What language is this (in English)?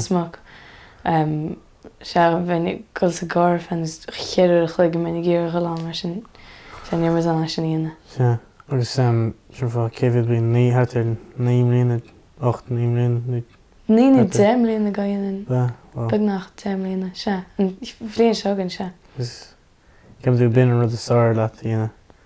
Irish